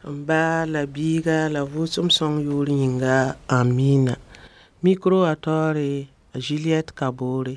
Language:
Mossi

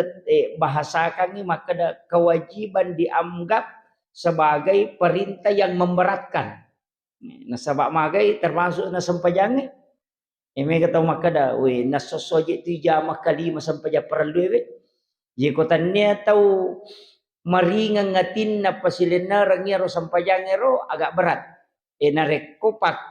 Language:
Buginese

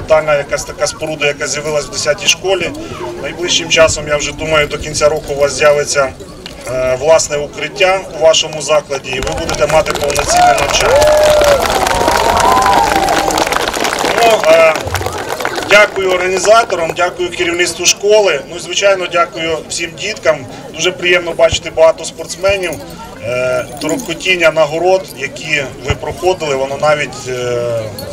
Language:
Ukrainian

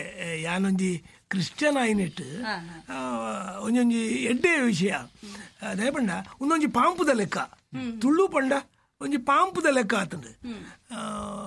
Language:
Tulu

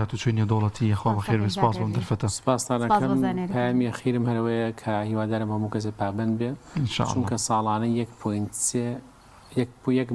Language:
Central Kurdish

